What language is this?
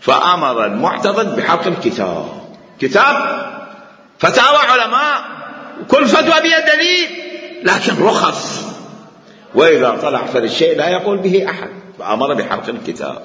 Mesopotamian Arabic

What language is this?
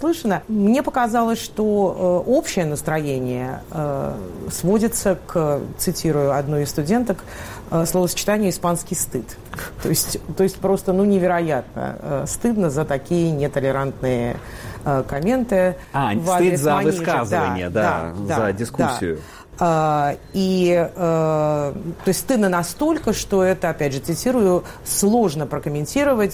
Russian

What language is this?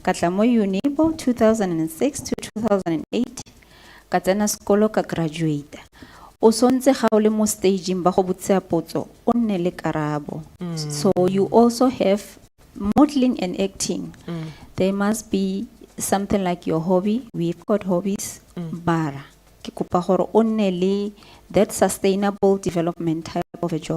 Tswana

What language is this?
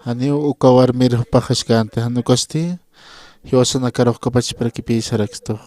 Aymara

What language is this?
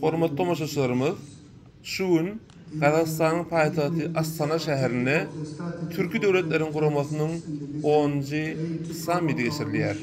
Turkmen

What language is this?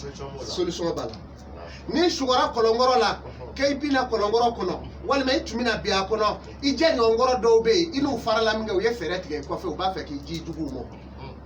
Bambara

